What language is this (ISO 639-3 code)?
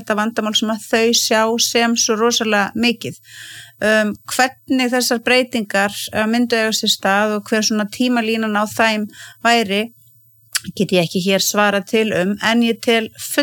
isl